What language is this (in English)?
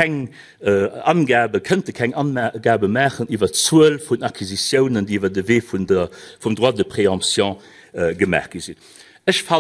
Luxembourgish